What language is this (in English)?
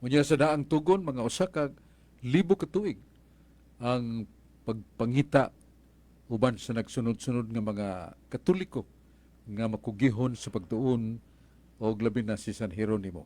Cebuano